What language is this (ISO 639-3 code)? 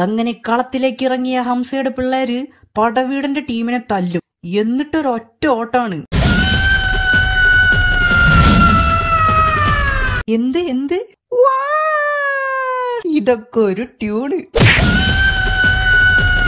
mal